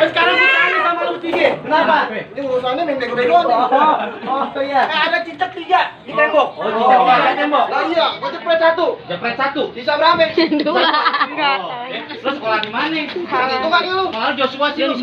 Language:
Betawi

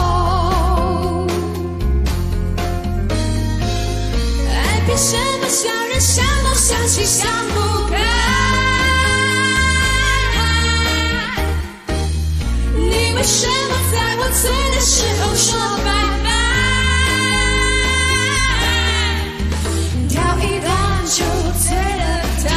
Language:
Chinese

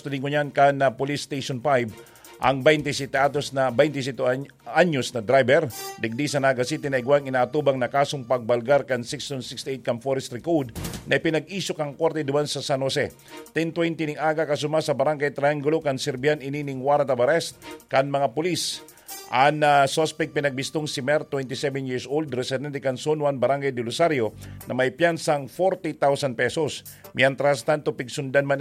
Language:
Bikol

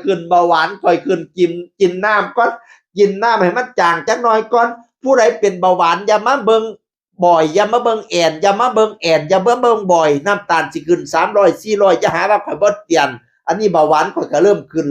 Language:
Northeastern Thai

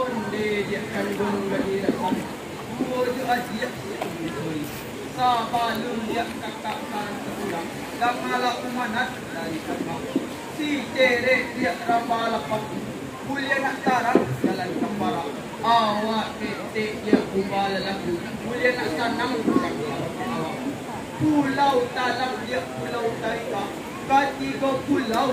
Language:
Minangkabau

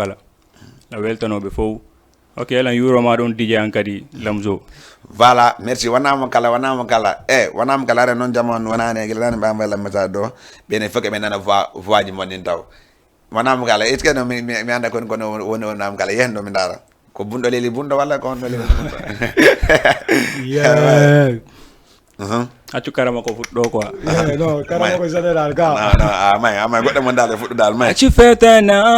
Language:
Fula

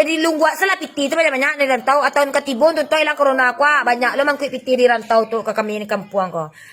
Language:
Minangkabau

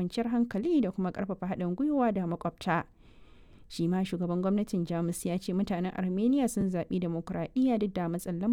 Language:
Hausa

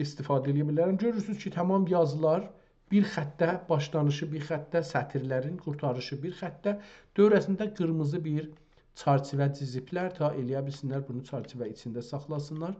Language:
South Azerbaijani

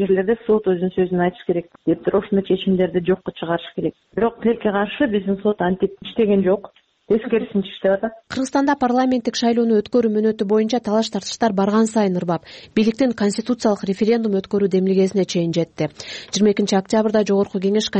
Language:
Kyrgyz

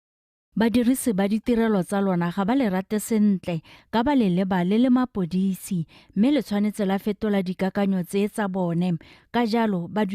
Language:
Tswana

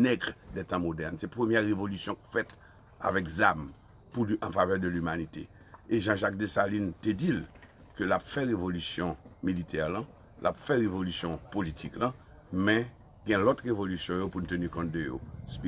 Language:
Haitian Creole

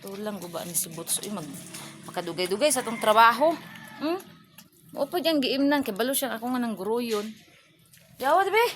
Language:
Cebuano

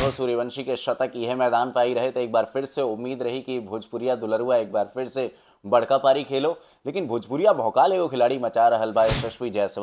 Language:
Bhojpuri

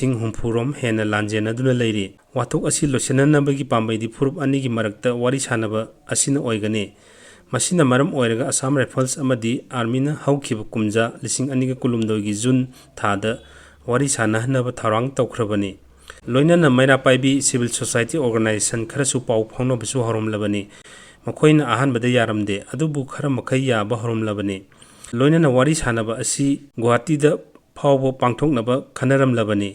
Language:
Manipuri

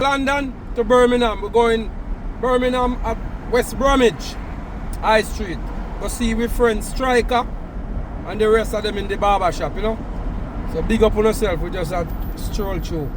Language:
Jamaican Creole English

